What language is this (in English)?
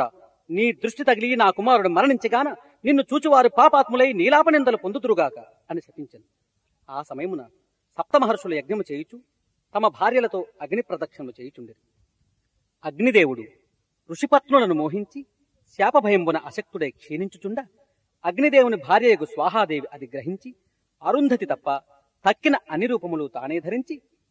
Telugu